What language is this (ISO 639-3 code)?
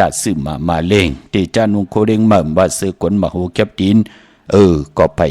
shn